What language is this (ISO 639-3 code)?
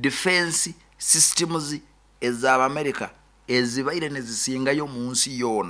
nyn